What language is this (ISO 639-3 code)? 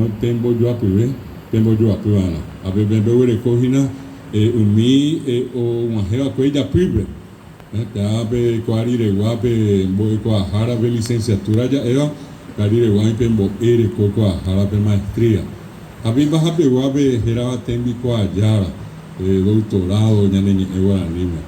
grn